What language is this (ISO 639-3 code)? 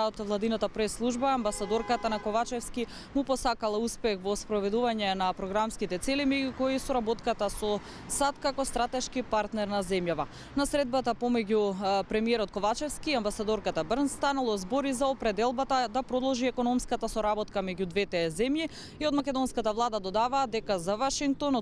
mkd